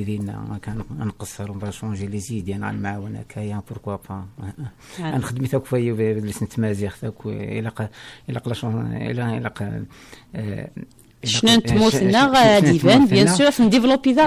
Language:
Kabyle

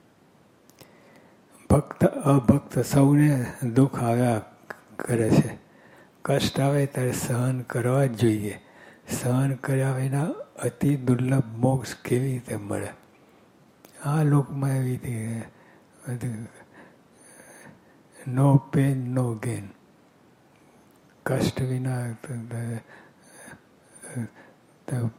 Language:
Gujarati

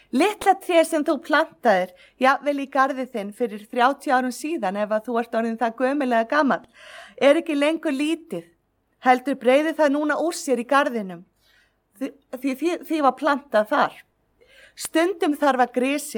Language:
Icelandic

